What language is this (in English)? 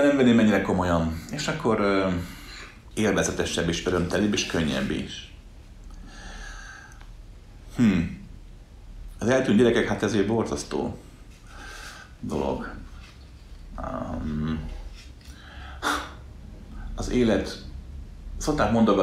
Hungarian